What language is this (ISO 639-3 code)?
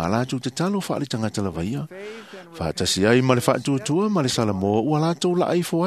smo